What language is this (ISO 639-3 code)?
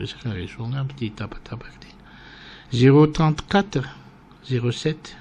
mlg